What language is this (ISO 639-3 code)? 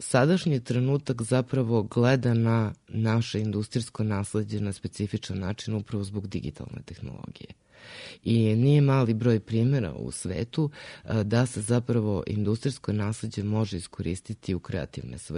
srp